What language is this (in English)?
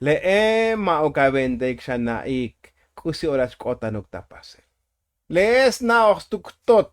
Tzotzil